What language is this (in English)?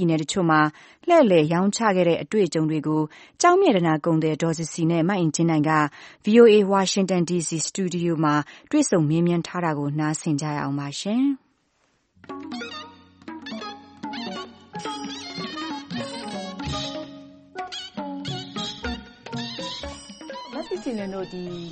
Burmese